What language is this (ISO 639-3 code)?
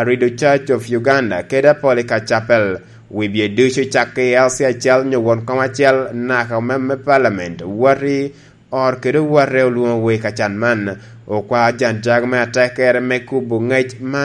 laj